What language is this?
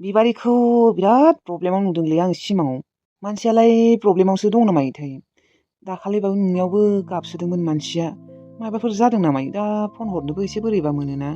Bodo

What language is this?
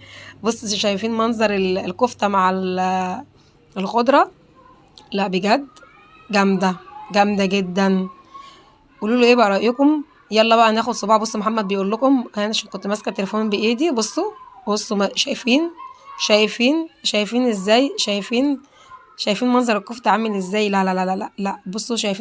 Egyptian Arabic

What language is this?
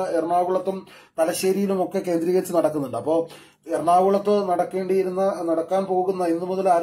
Malayalam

